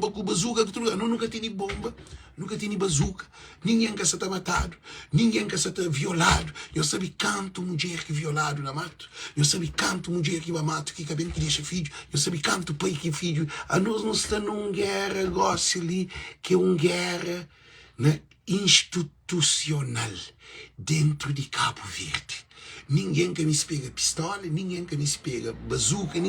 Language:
Kabuverdianu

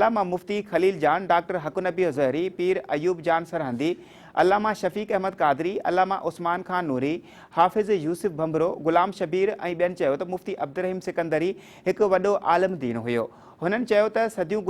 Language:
Sindhi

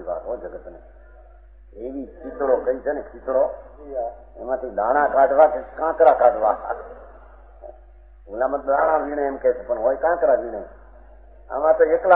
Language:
Gujarati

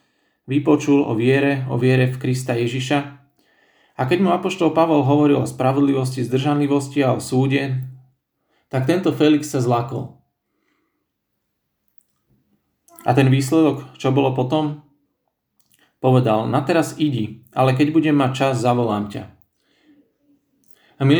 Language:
Slovak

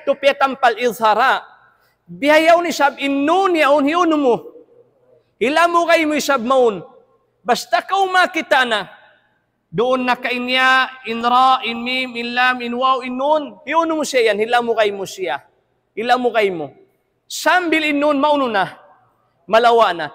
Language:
Tausug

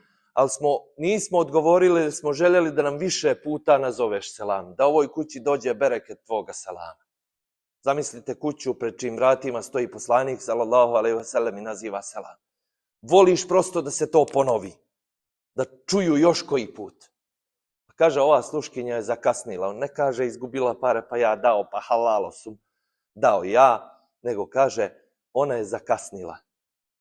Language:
Bosnian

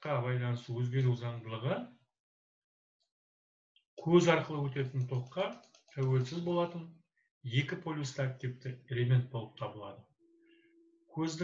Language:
Kazakh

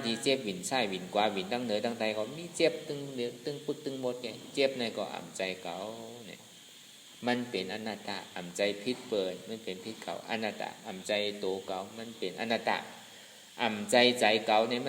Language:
Shan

